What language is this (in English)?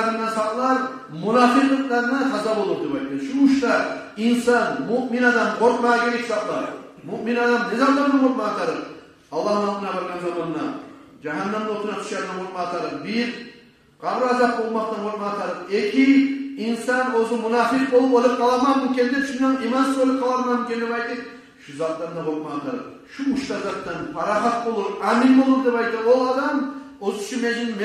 Kumyk